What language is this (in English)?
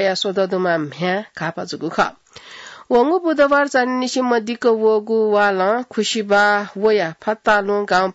Newari